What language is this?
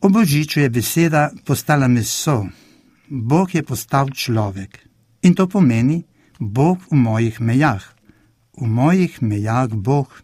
Slovenian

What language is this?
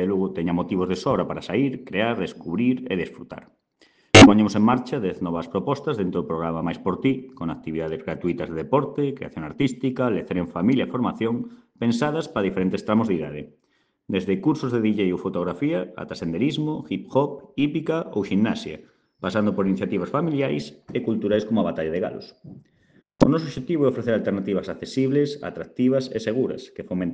Galician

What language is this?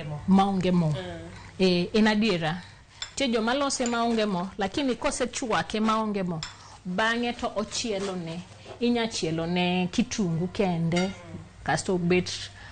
Luo (Kenya and Tanzania)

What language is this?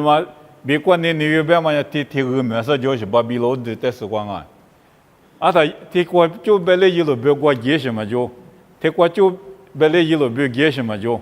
Lisu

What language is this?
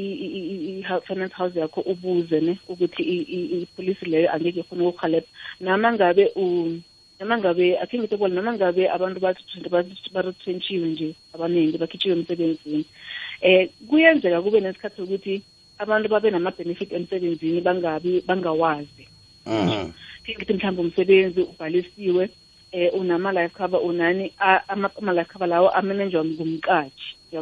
South Ndebele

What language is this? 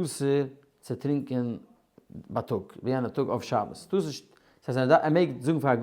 Yiddish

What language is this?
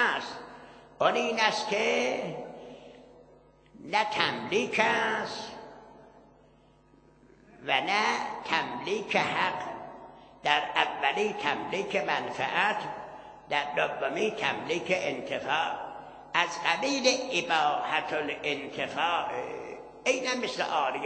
Persian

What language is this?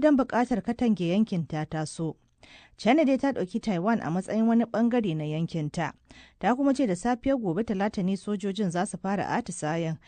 Hausa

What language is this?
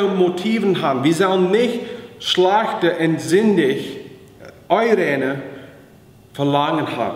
Plautdietsch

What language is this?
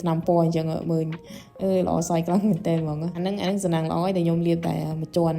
Khmer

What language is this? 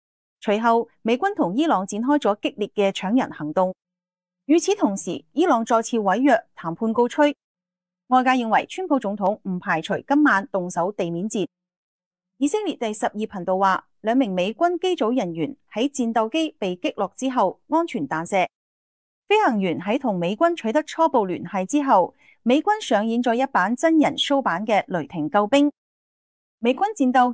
Cantonese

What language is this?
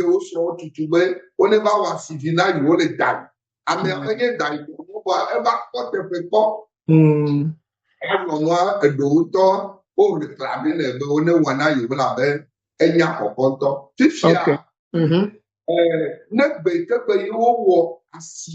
Ewe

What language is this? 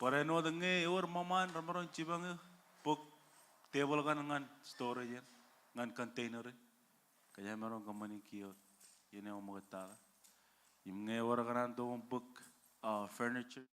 Marshallese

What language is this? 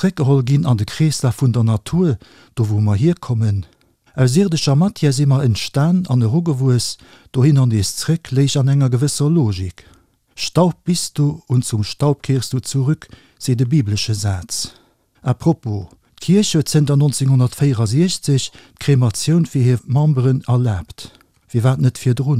Luxembourgish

